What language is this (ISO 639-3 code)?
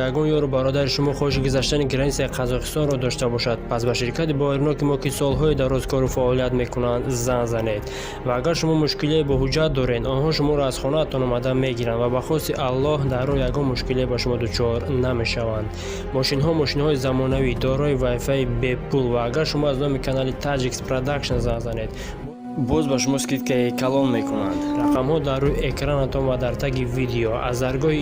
tgk